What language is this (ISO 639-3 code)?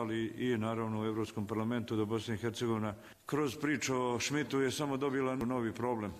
hrv